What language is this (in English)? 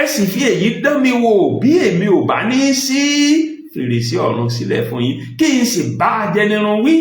Yoruba